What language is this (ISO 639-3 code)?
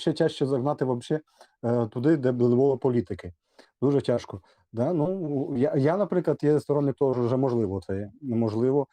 rue